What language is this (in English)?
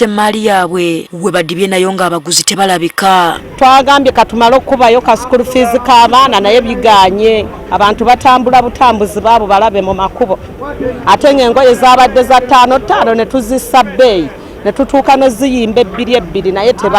Ganda